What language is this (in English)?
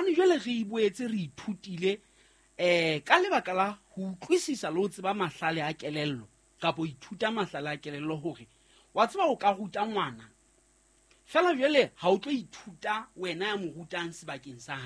Southern Sotho